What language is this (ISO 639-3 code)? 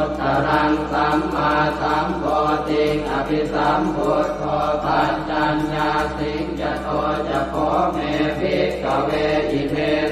pli